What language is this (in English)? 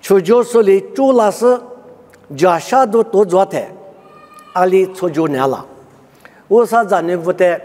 Lisu